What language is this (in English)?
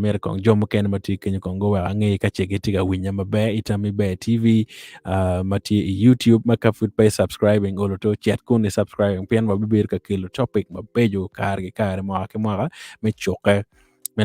Acoli